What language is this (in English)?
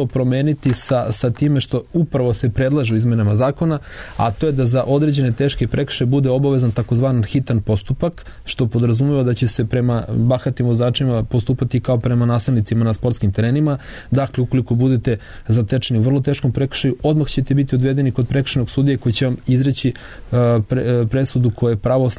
Serbian